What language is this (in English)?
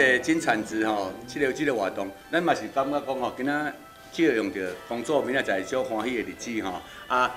Min Nan Chinese